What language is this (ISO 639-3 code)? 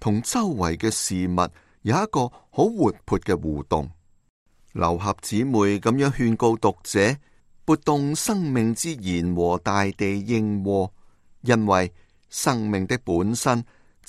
yue